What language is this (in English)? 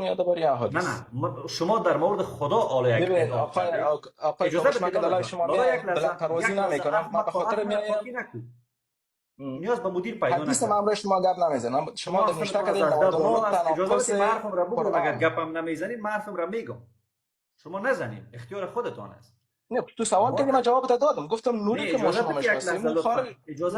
Persian